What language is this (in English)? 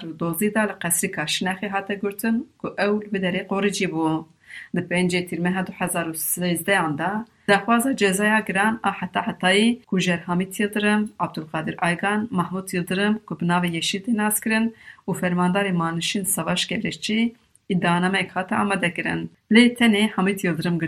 Kurdish